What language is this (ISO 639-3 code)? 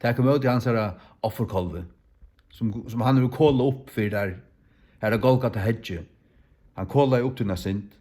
fao